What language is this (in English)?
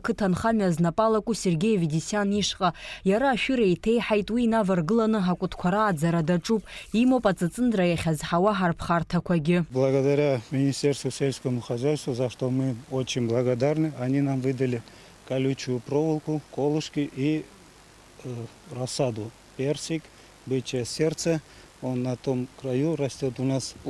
Abkhazian